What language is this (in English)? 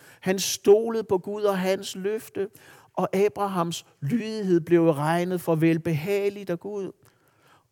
Danish